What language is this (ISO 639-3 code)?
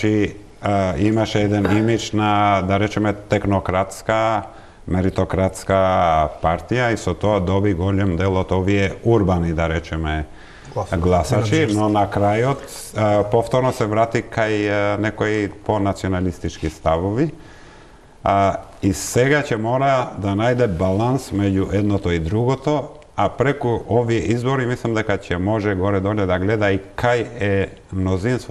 mkd